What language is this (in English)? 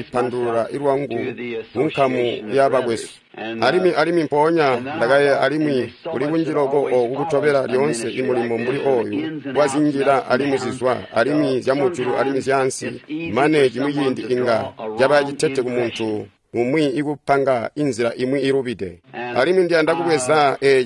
Tonga (Zambia)